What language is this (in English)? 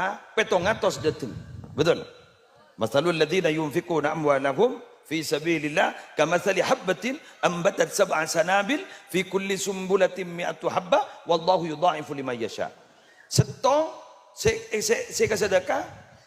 Madurese